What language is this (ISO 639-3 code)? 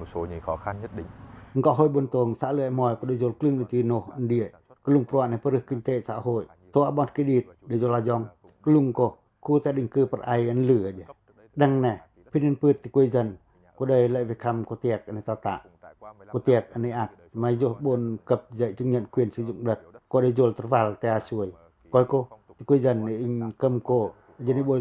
pac